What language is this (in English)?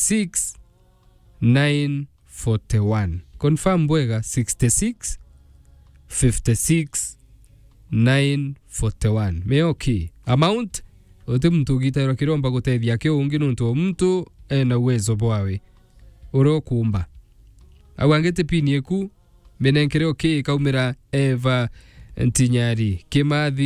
Meru